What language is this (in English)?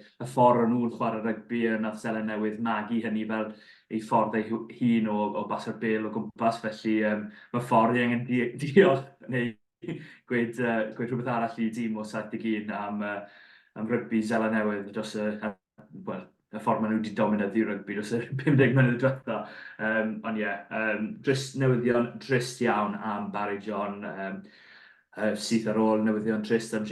Welsh